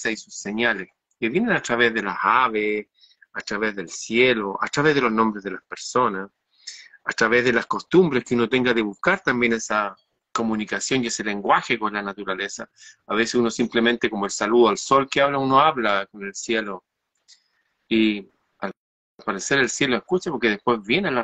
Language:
Spanish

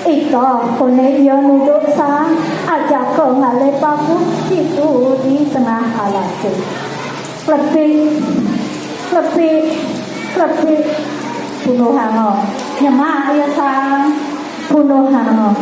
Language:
Balinese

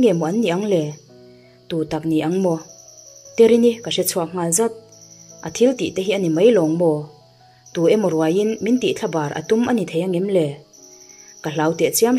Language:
Mizo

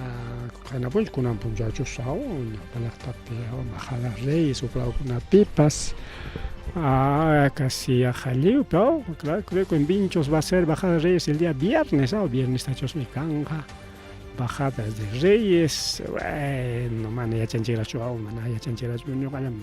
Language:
Ayacucho Quechua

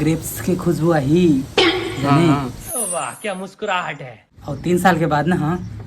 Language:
Chhattisgarhi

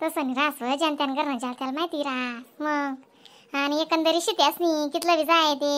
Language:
Khandesi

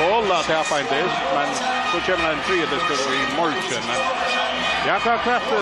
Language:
Faroese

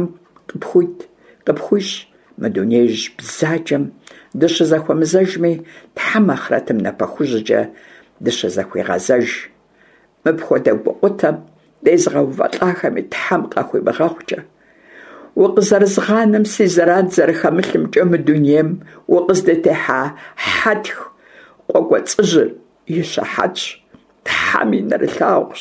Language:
Kabardian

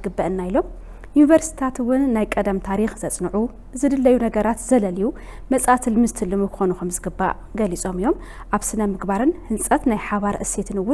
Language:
Tigrinya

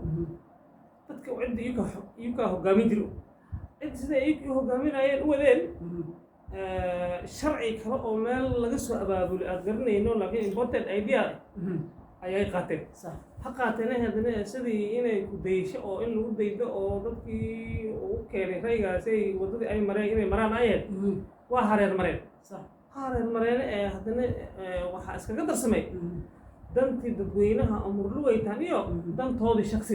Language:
Somali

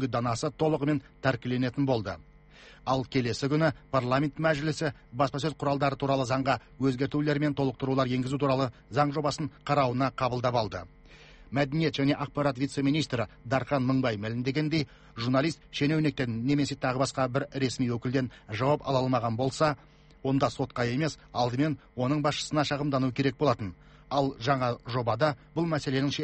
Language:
Kazakh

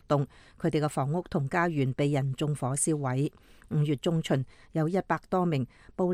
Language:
Cantonese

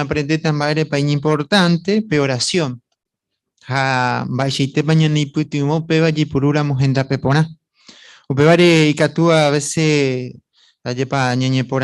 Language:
Guarani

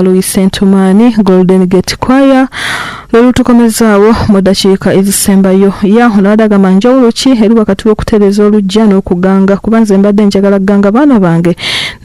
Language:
Ganda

